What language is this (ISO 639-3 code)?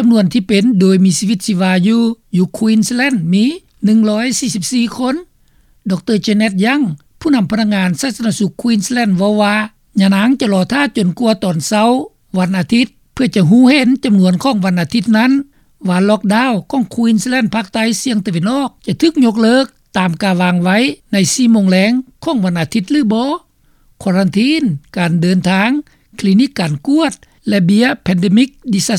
lao